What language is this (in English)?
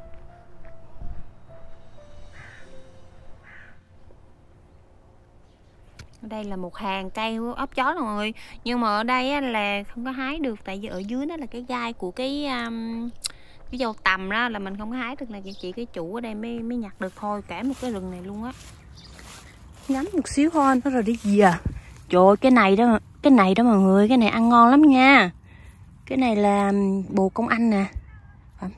Vietnamese